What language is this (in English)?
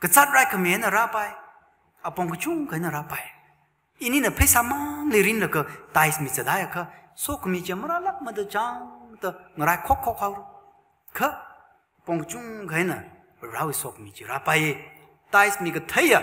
Tangkhul Naga (India)